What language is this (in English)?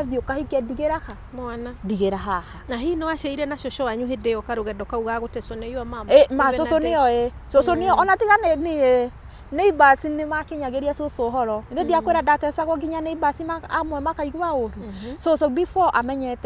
Kikuyu